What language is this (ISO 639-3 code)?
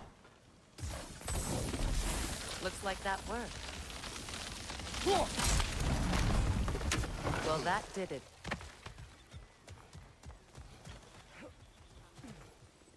hun